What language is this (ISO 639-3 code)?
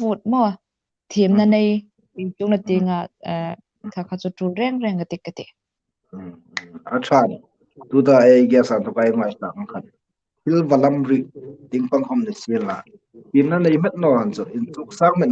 hmr